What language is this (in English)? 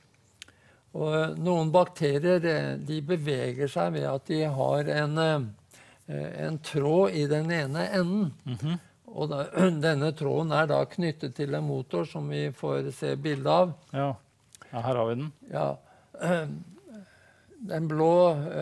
Norwegian